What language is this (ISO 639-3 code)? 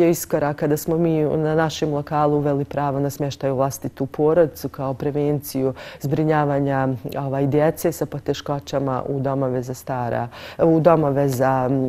bos